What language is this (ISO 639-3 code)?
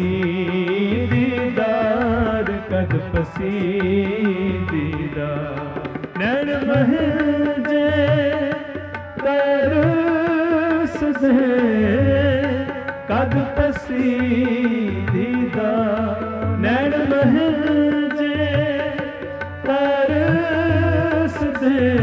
pan